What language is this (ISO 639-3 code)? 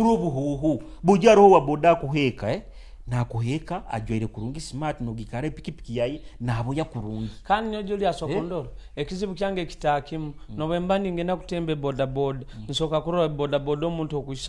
nyo